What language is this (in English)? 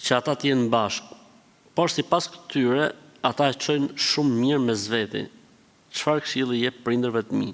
Albanian